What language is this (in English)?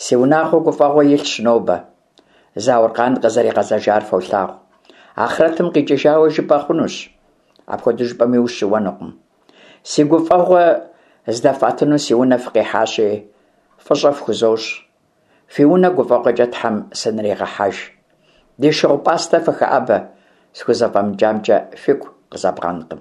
Kabardian